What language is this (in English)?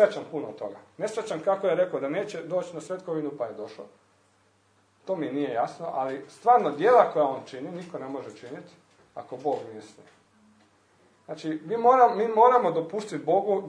Croatian